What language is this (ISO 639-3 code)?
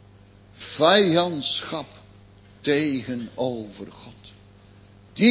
nld